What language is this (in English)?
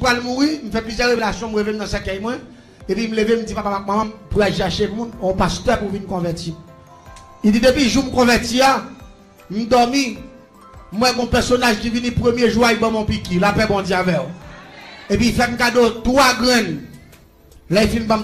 Haitian Creole